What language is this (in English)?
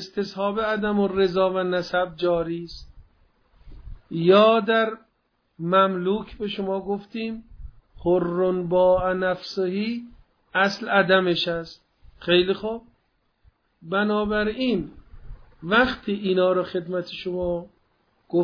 Persian